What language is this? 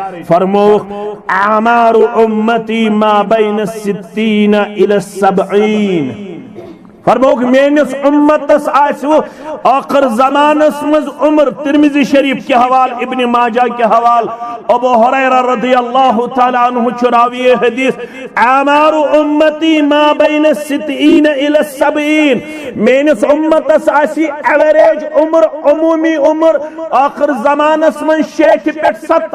Kashmiri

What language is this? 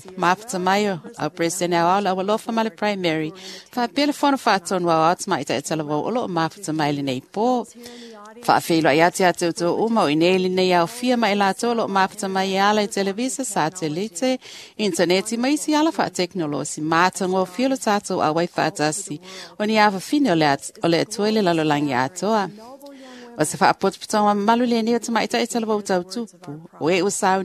Samoan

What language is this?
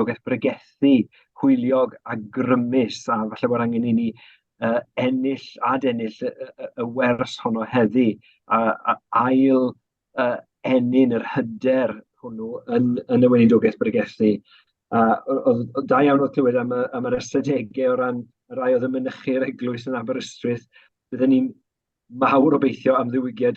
Welsh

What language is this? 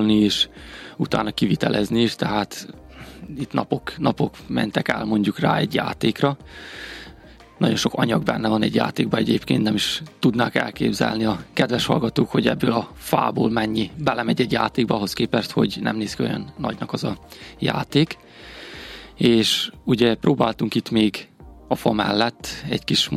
Hungarian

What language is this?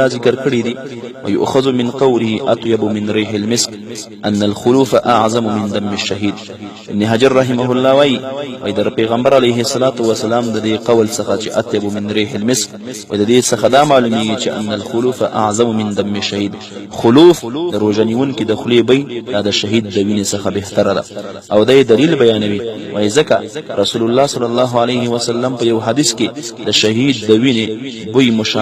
Pashto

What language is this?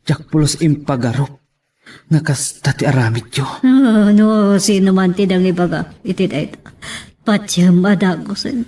Iloko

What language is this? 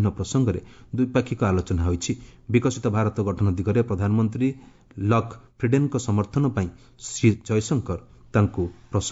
Odia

